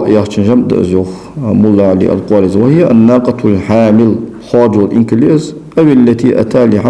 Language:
Ingush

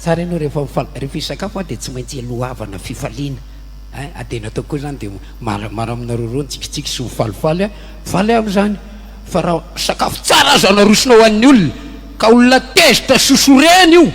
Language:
Malagasy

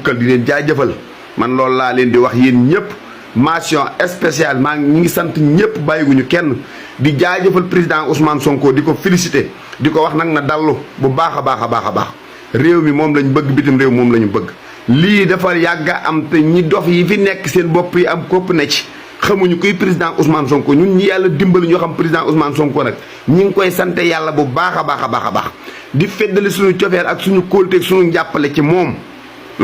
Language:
Wolof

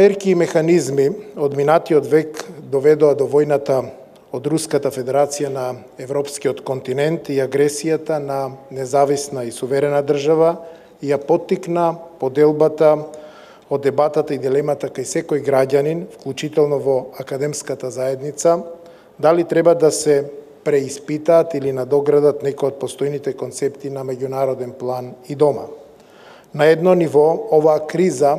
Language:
Macedonian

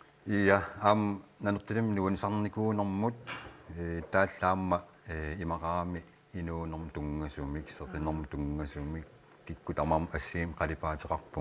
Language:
Kalaallisut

